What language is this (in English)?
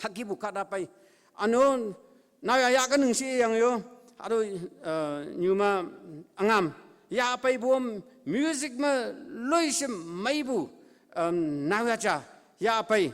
Konyak Naga